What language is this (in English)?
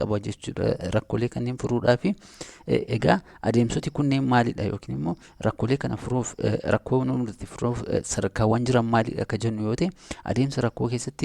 Oromo